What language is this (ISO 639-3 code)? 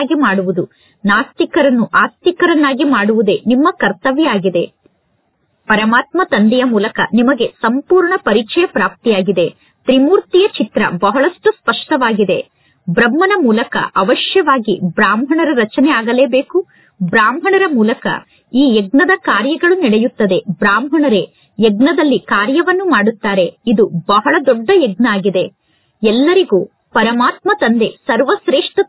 kan